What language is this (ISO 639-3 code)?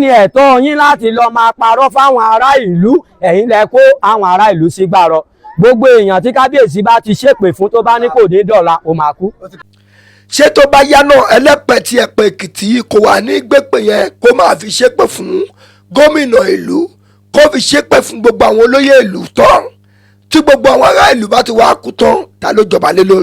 yor